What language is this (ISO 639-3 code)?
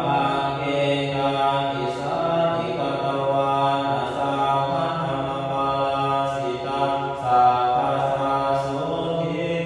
pli